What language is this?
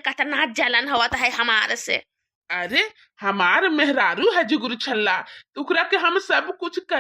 Bhojpuri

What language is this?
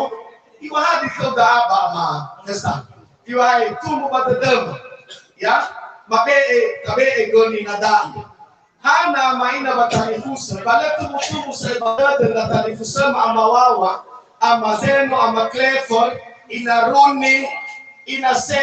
Nias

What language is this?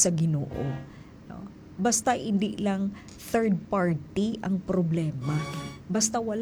Hiligaynon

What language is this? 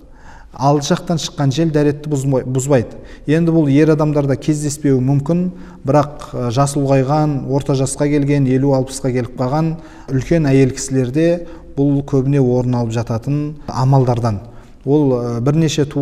Kazakh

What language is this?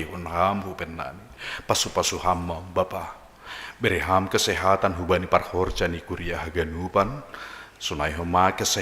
Batak Simalungun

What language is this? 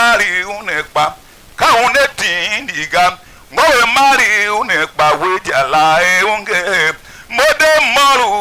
Tiv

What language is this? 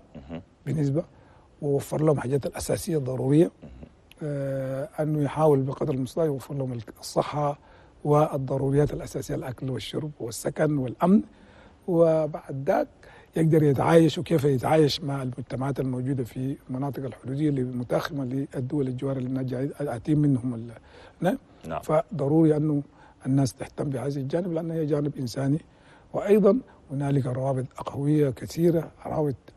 Chadian Arabic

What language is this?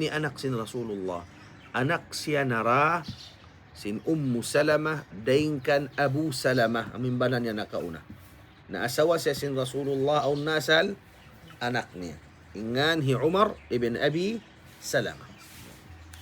Tausug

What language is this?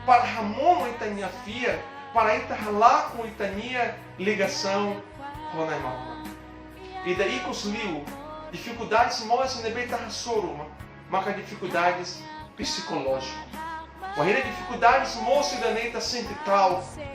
Tetum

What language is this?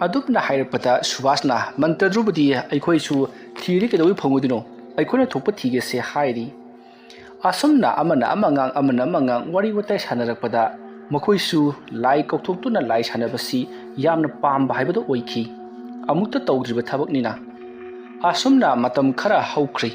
Manipuri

